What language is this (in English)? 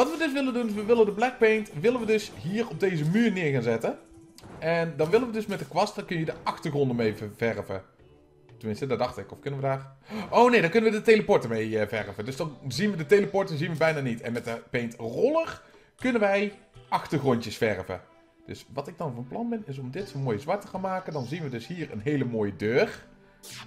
Dutch